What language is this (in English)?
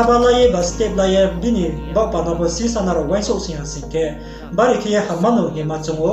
Riang (India)